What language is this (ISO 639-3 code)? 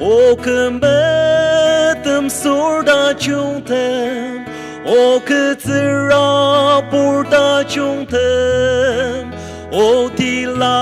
njo